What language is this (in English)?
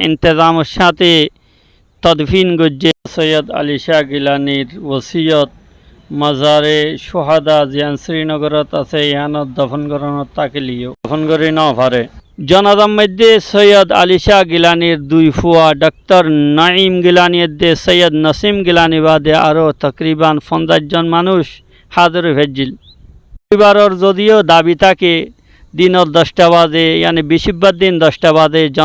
Rohingya